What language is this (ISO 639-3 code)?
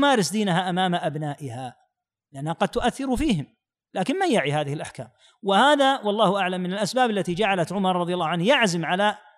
ara